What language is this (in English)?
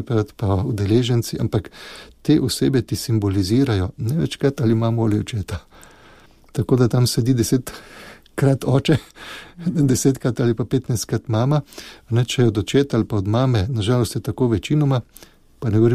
Slovenian